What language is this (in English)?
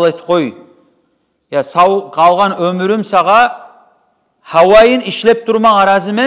Kumyk